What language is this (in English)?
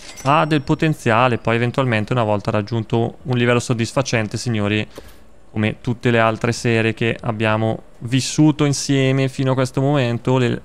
Italian